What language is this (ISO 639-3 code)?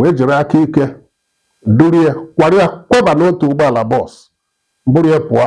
ibo